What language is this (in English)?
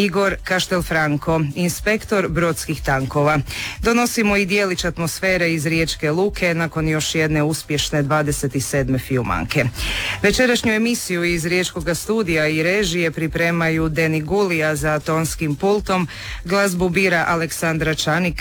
Croatian